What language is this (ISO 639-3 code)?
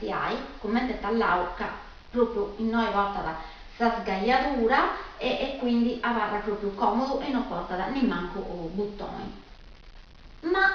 srd